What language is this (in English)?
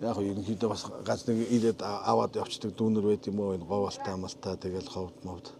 Mongolian